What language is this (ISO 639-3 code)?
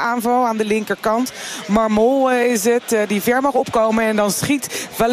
nld